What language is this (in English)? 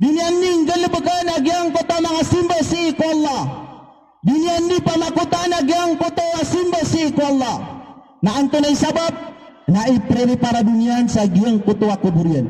Maranao